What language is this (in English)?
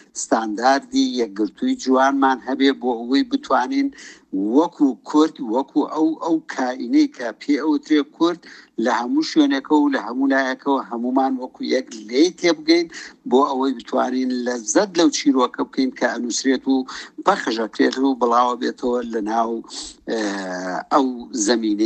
Central Kurdish